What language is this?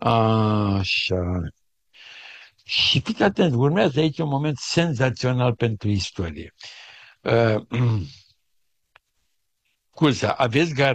Romanian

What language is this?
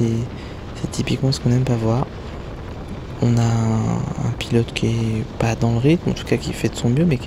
French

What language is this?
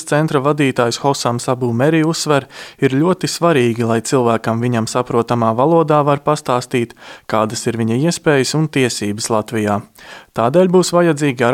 Latvian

